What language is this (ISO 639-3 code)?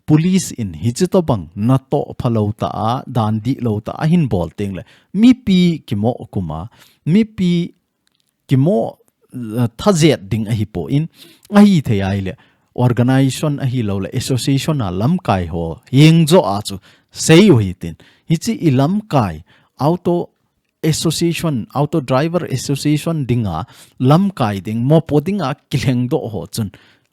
tcz